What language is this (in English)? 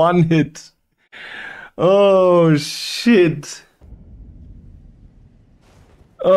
German